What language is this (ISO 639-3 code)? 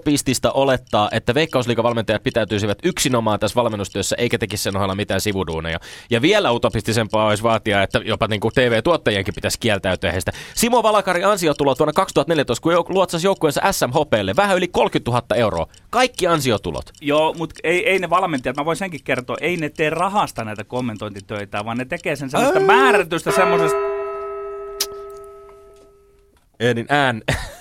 fin